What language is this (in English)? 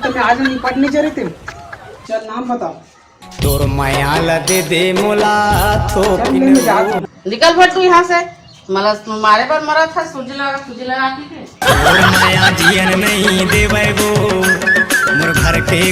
Chhattisgarhi